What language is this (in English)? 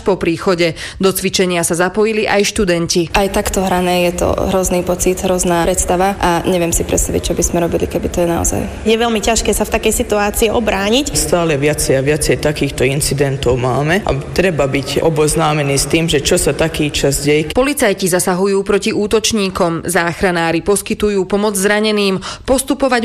Slovak